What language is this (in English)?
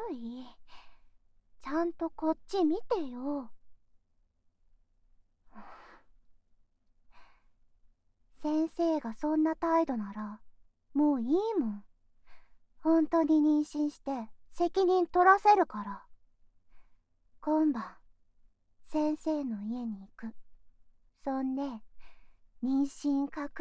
Japanese